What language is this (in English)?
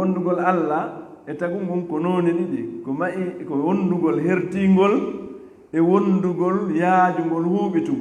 Fula